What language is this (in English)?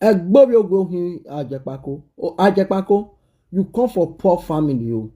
Nigerian Pidgin